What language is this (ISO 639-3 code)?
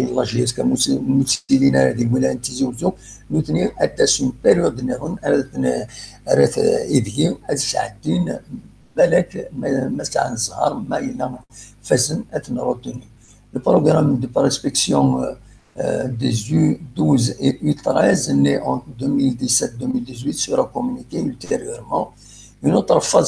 kab